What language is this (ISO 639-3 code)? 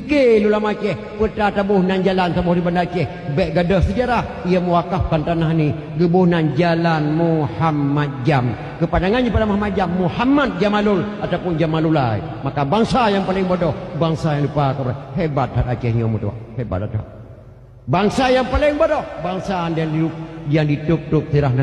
ace